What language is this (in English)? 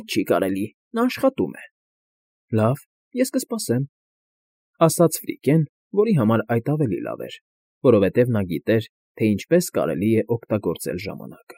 Armenian